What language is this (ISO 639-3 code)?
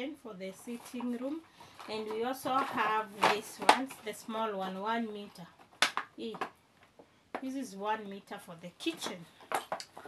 eng